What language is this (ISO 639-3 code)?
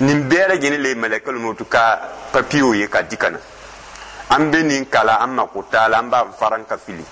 dyu